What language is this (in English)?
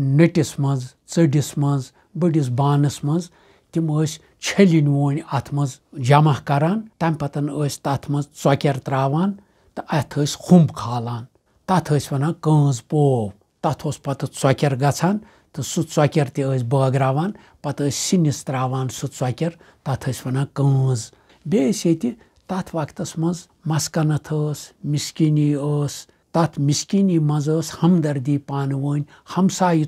Kashmiri